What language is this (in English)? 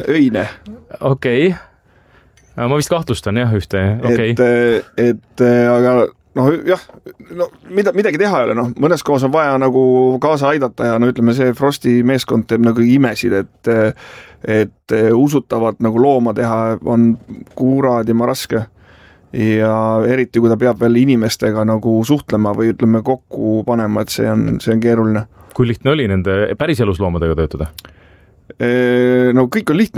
Estonian